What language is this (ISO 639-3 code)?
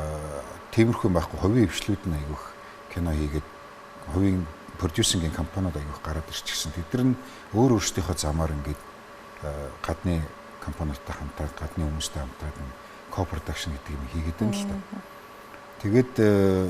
mon